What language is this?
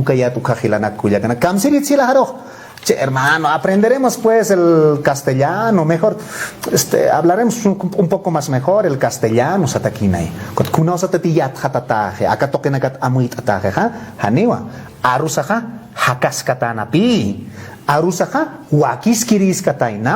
Aymara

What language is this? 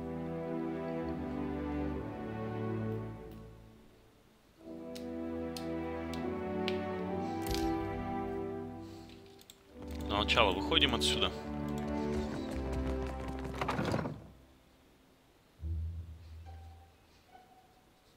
Russian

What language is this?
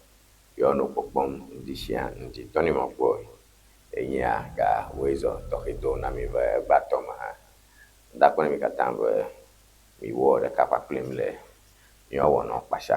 Ewe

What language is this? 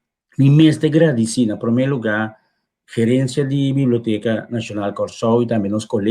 Papiamento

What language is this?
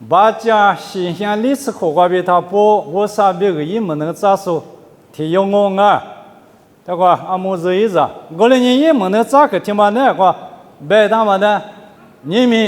Lisu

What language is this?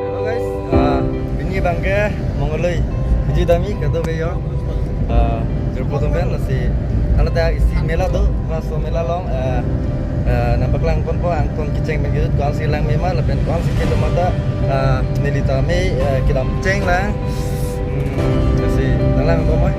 Karbi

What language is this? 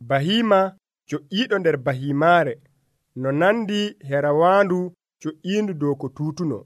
Nigerian Fulfulde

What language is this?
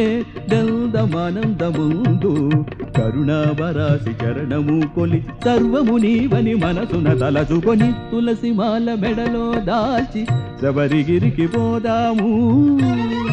Telugu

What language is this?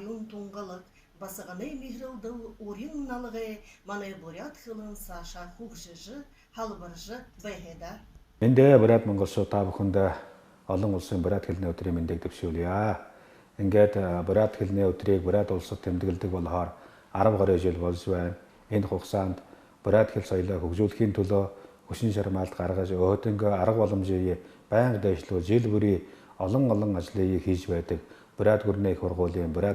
Buriat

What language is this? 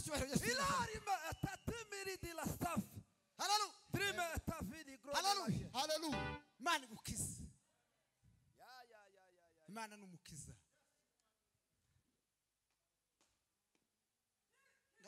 Kinyarwanda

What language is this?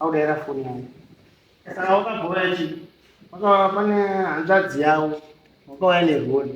Shona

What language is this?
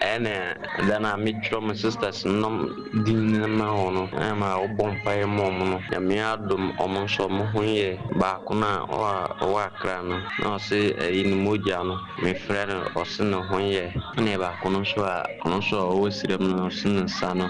Akan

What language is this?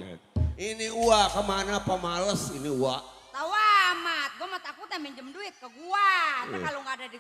Betawi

